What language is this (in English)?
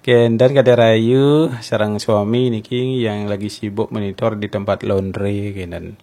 Balinese